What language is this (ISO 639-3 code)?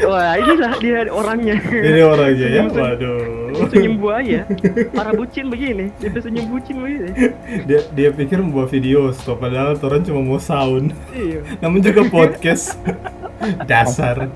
xmm